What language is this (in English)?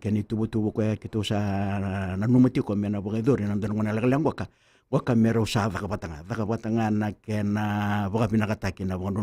Fijian